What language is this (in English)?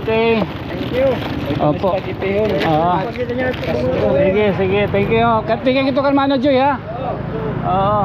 Waray